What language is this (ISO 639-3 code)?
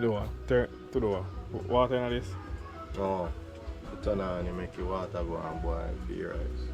jam